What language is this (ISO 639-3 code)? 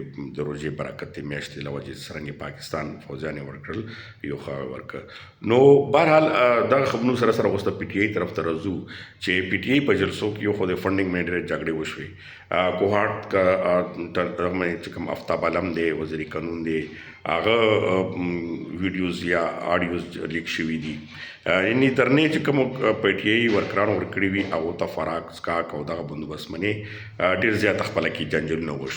pus